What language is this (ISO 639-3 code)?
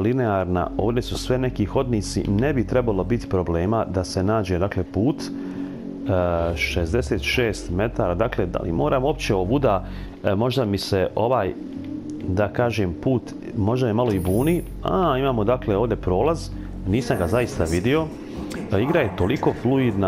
hrv